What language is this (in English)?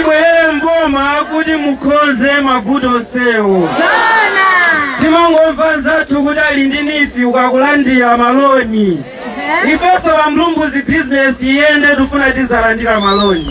Nyanja